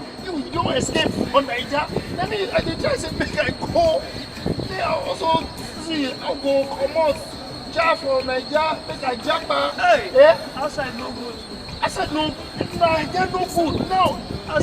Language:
Nigerian Pidgin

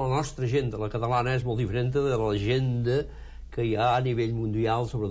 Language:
Catalan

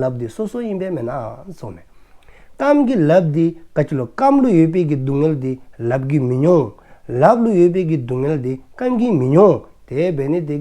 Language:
Dzongkha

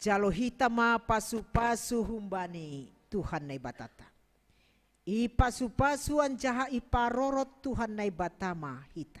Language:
Batak Simalungun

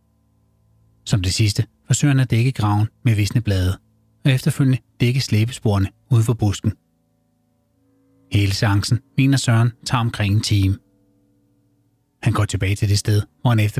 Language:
Danish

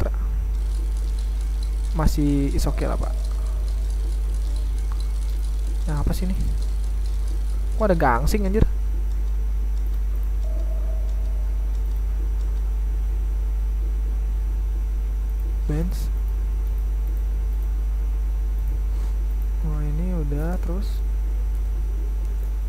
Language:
Indonesian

